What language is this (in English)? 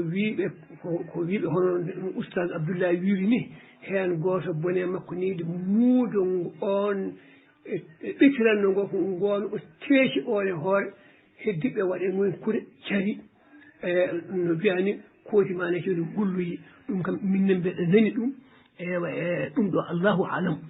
Fula